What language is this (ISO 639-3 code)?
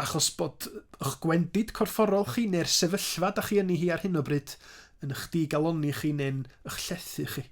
cym